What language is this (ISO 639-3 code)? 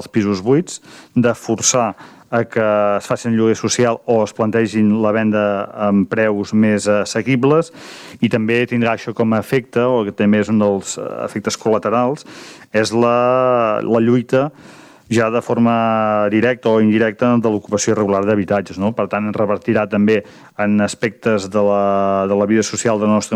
cat